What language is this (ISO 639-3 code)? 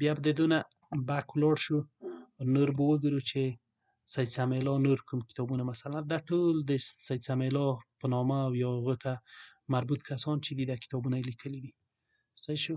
pus